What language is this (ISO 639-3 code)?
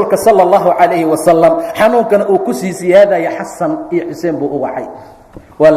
som